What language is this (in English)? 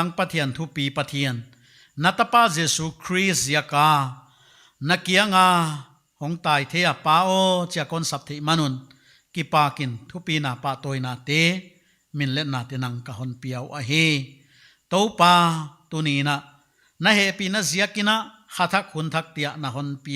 Paite Chin